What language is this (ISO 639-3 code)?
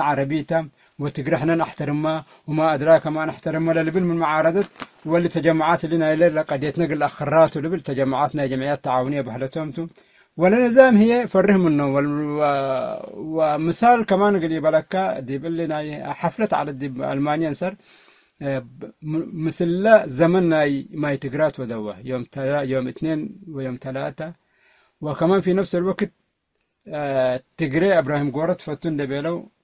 tig